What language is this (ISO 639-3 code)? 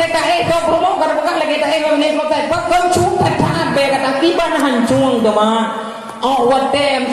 ace